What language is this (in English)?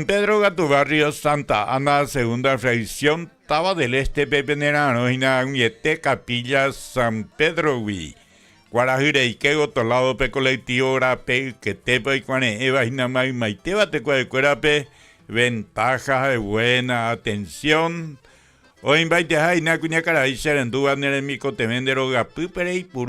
Guarani